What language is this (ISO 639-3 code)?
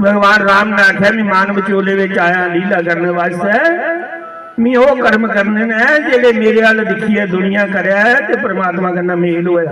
doi